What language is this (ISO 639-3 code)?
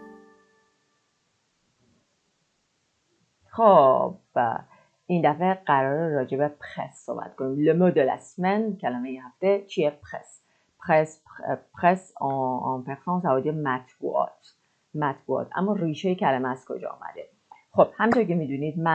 fas